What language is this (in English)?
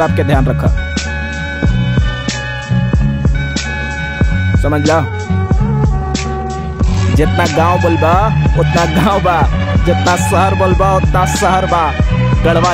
Bhojpuri